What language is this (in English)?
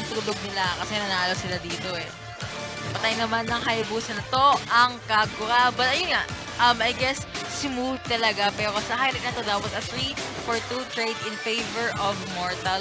Filipino